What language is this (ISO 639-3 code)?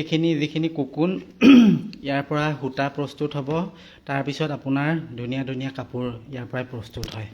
asm